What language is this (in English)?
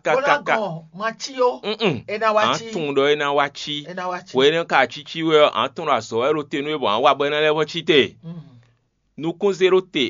Fon